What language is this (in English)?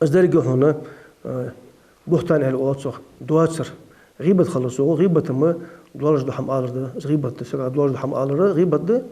Ingush